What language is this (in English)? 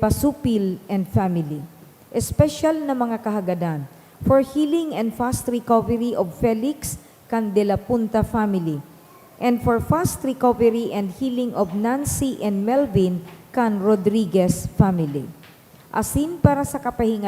Bikol